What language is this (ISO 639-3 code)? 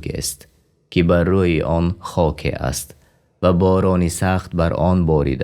tgk